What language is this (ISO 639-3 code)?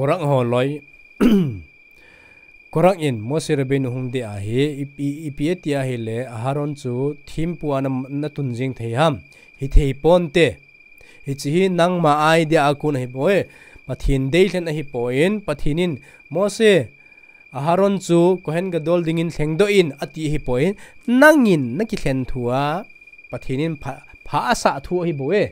tcz